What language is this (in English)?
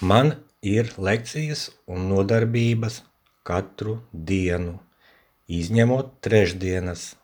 Latvian